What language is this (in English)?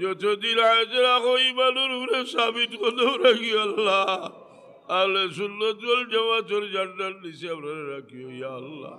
Sylheti